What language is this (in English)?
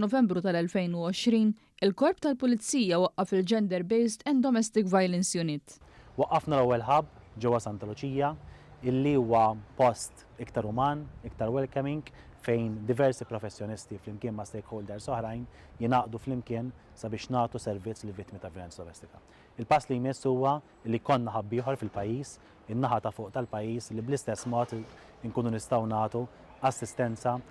Maltese